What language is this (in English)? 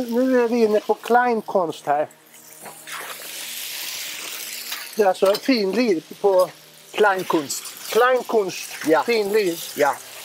Swedish